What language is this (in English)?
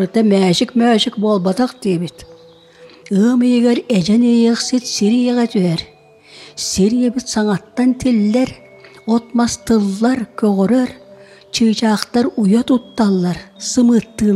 Yakut